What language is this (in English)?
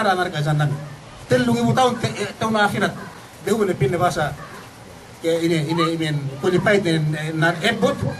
Yakan